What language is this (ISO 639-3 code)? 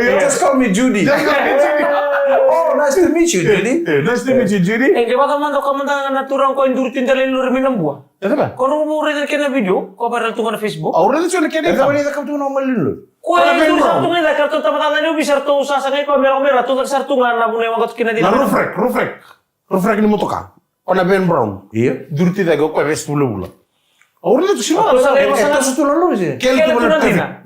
fij